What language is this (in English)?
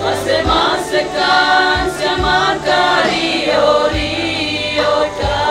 Toraja-Sa'dan